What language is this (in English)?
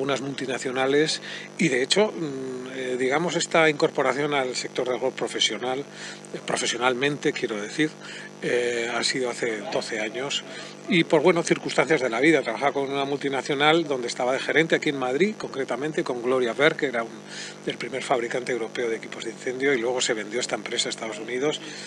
Spanish